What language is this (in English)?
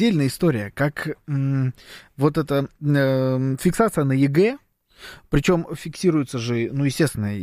Russian